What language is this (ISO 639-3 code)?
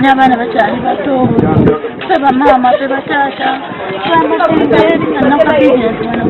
lug